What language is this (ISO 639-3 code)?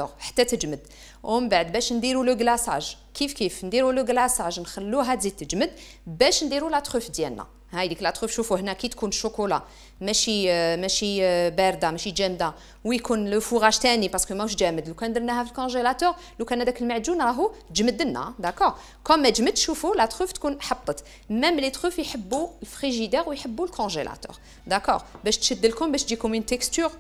arq